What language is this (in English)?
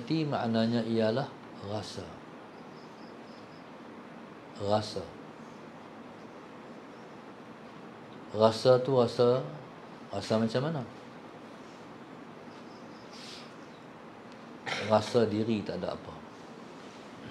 Malay